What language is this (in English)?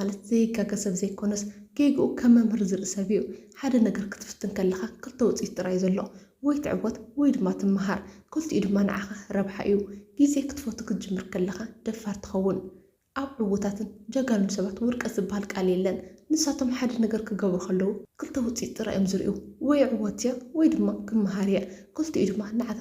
Tigrinya